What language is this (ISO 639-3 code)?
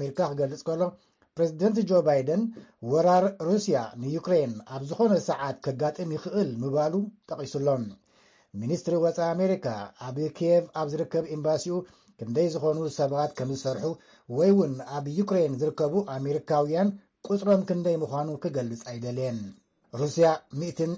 tir